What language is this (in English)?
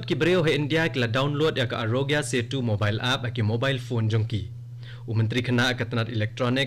Khasi